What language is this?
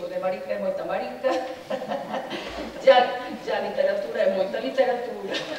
Galician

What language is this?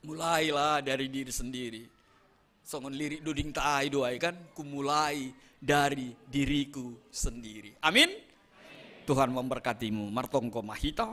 Batak Simalungun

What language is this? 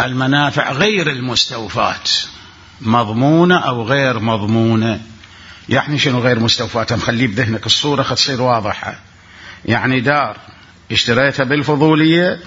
Mesopotamian Arabic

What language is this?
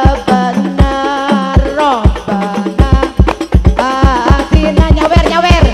Madurese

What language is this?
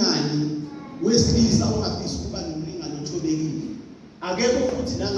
Zulu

